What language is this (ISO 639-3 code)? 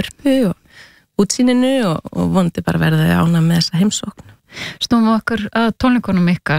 isl